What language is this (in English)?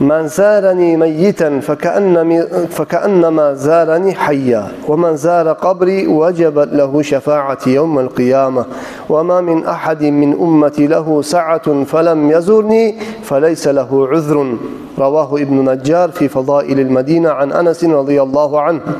Kumyk